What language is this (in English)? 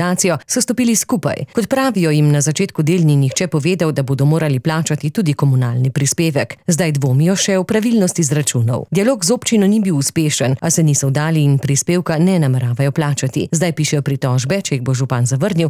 Slovenian